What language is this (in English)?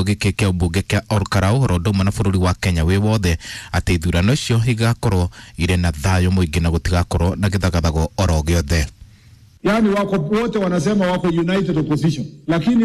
Kikuyu